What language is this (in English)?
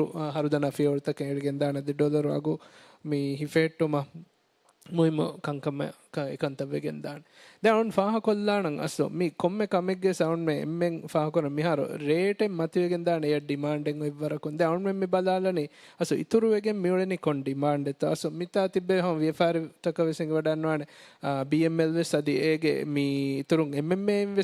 Divehi